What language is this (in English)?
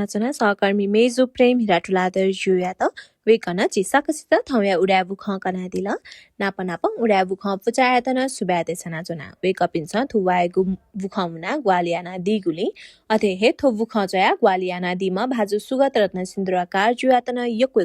Newari